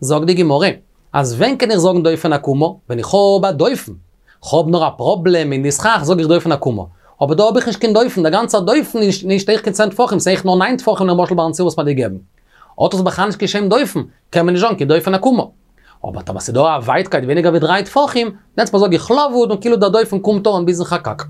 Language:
Yiddish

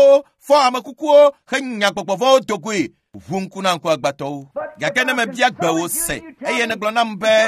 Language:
Ewe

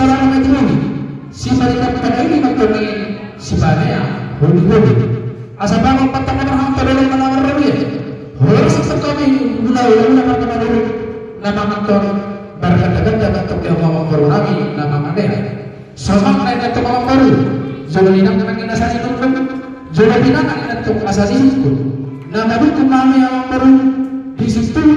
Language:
Batak Toba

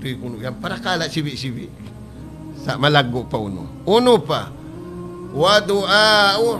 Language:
Tausug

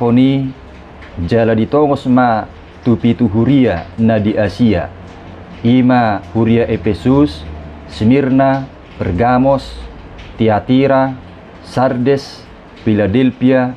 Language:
Batak Toba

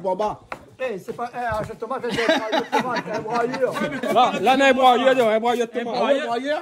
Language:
Réunion Creole French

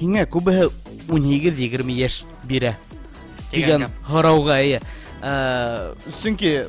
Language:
Bashkir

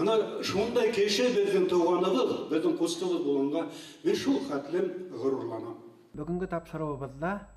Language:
Bashkir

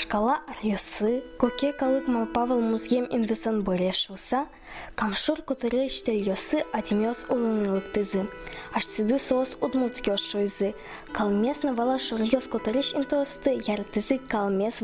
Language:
Udmurt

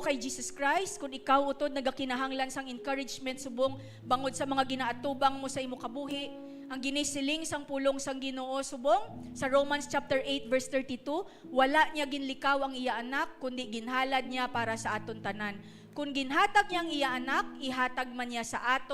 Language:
Hiligaynon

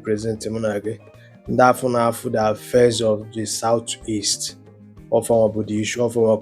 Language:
Igbo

